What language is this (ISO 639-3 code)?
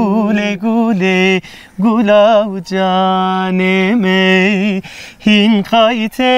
zza